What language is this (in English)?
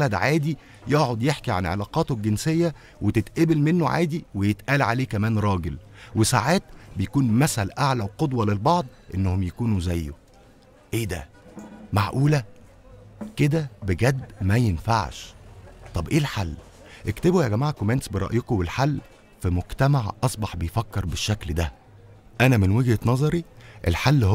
Egyptian Arabic